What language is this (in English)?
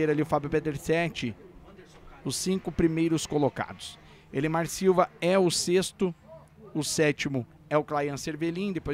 Portuguese